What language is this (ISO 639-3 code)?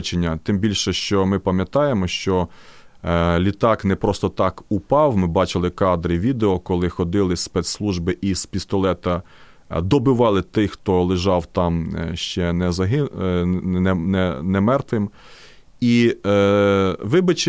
ukr